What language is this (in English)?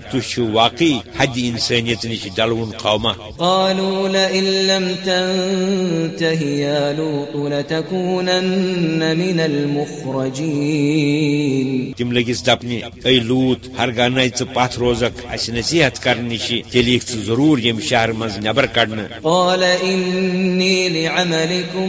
Kashmiri